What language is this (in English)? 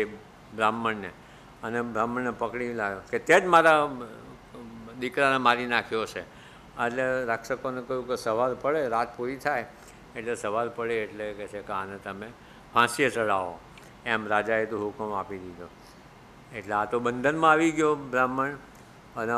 Gujarati